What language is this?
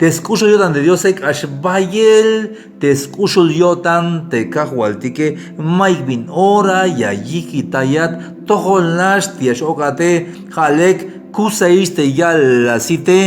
Tzeltal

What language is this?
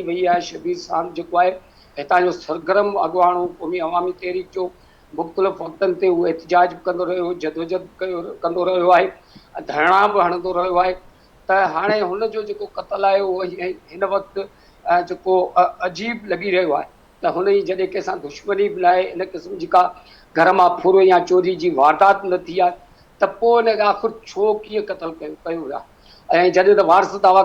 Sindhi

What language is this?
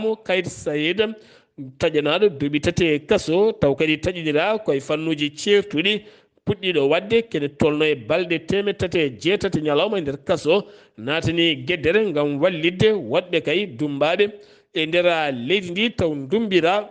Fula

